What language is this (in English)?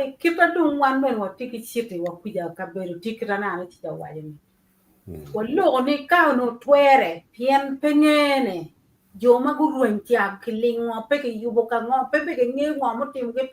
Acoli